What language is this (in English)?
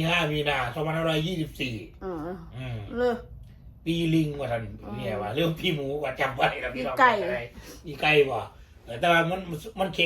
Northeastern Thai